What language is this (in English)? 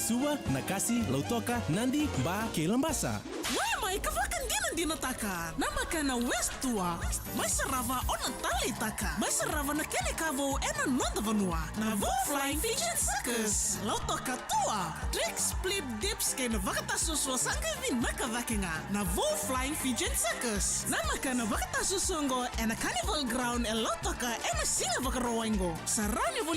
Fijian